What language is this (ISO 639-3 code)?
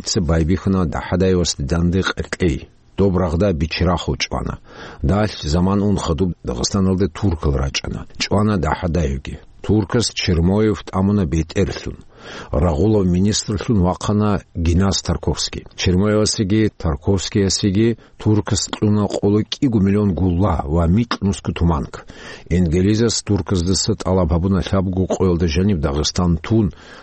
ava